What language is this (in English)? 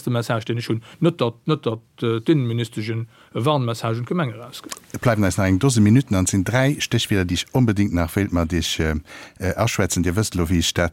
Luxembourgish